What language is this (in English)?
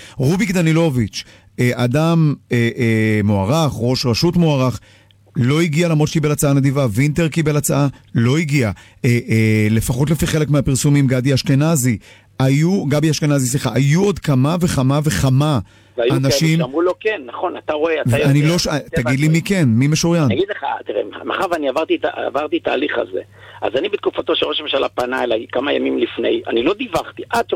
Hebrew